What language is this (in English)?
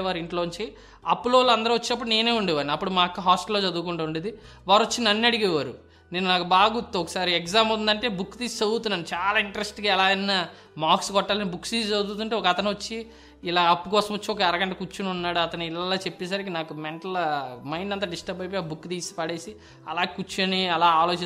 Telugu